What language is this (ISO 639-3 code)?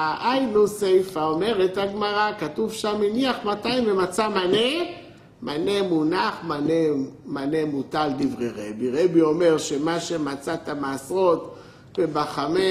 heb